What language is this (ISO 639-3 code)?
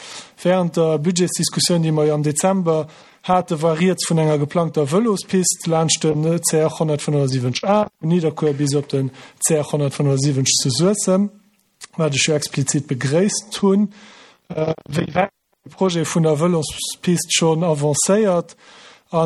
ltz